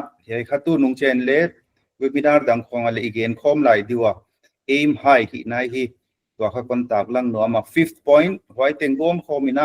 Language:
Paite Chin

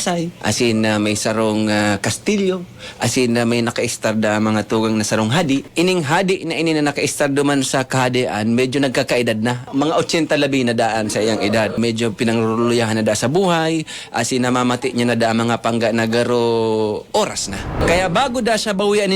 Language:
Bikol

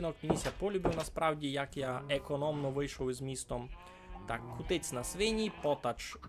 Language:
Rusyn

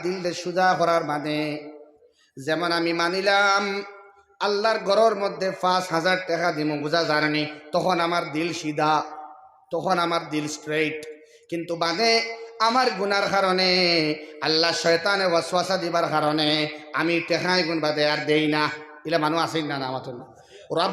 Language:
Sylheti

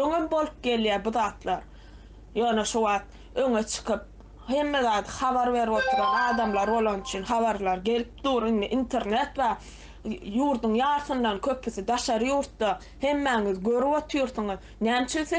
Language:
Turkmen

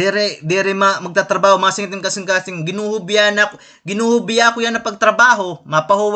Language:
Waray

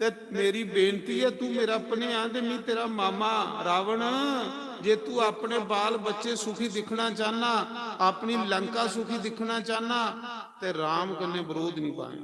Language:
Dogri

